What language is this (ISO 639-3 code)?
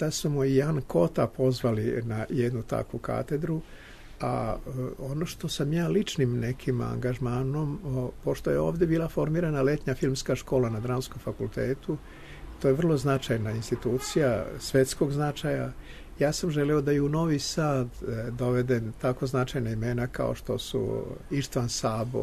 srp